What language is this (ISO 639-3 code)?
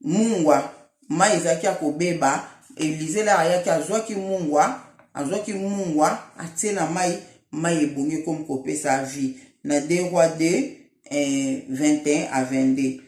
lin